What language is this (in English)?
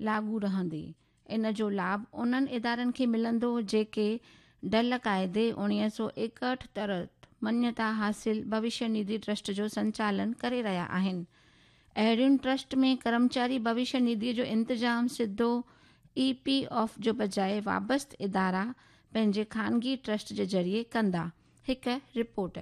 Sindhi